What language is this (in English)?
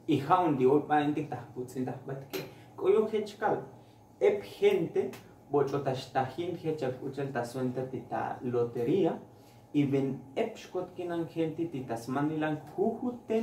Tzotzil